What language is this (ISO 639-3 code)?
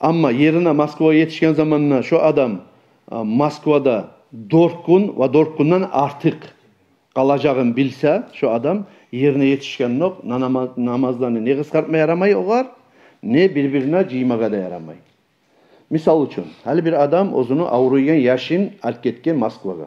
kum